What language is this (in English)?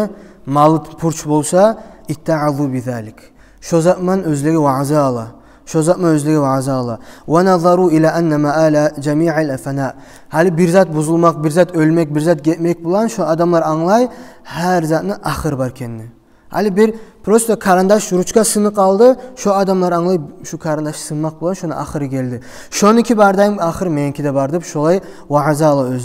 Kumyk